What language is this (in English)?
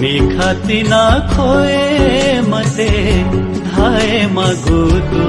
Newari